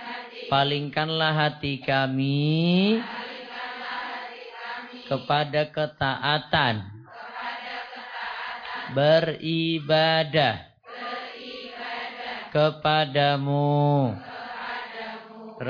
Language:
Indonesian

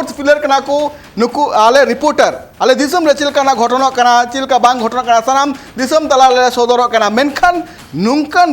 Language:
Santali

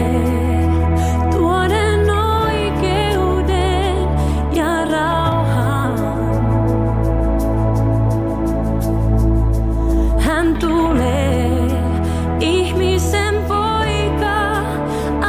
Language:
Finnish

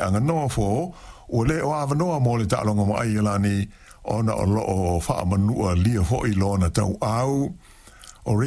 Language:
Samoan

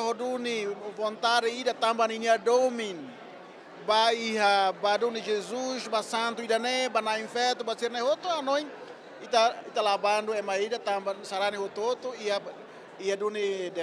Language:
Tetum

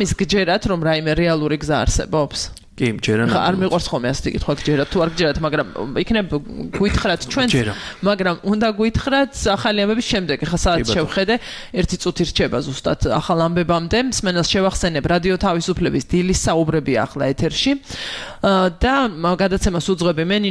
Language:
Georgian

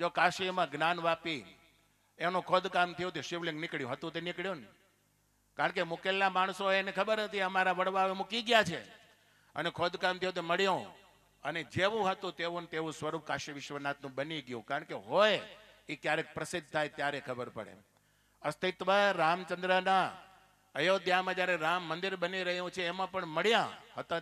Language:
Gujarati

